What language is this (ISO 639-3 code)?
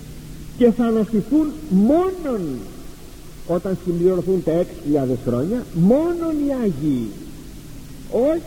ell